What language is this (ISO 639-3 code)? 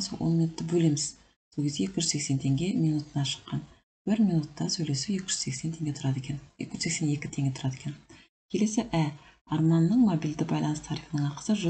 kaz